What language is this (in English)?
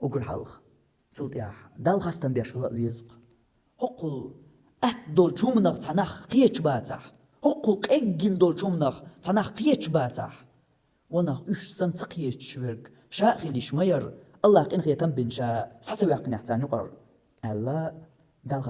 Chechen